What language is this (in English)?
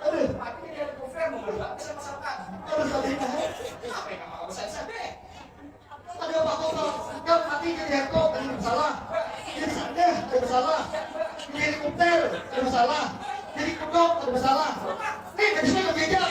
Banjar